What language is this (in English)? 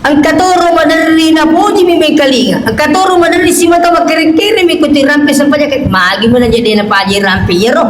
Buginese